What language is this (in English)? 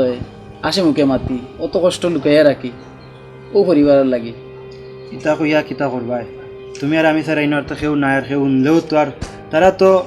Sylheti